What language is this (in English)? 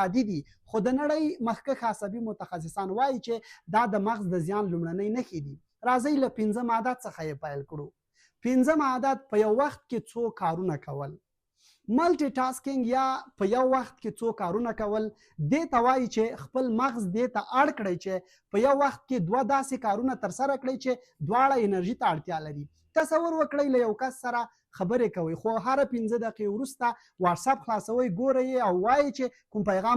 Pashto